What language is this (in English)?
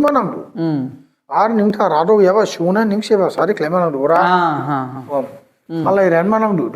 Dimasa